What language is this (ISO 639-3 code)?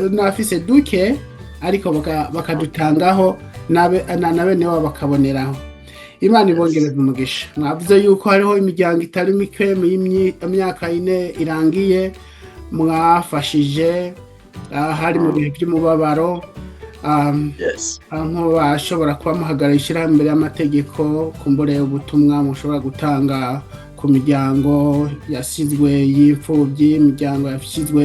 run